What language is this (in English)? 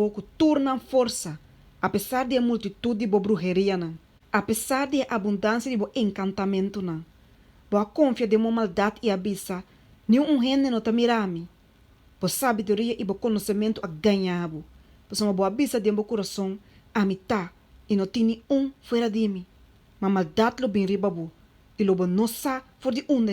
Papiamento